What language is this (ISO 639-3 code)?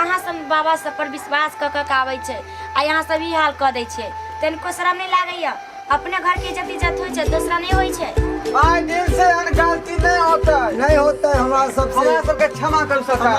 mai